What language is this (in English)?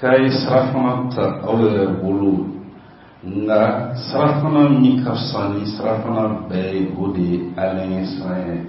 Bambara